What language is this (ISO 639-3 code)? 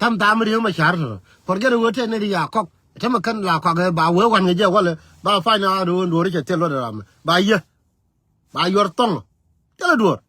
nus